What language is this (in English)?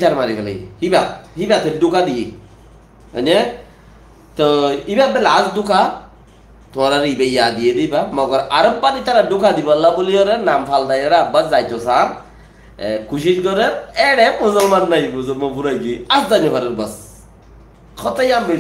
Rohingya